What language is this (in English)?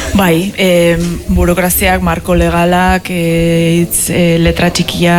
Basque